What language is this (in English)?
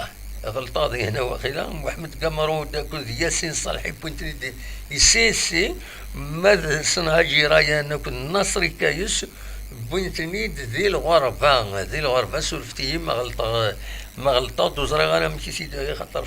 Kabyle